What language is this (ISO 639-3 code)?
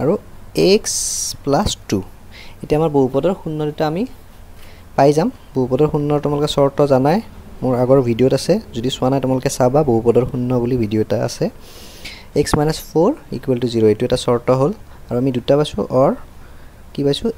asm